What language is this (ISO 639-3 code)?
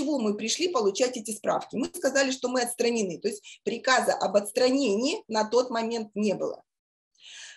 rus